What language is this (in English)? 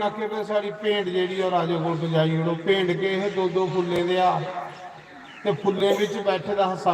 Dogri